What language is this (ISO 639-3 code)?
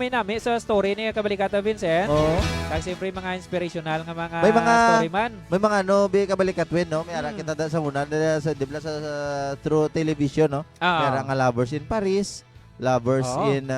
hil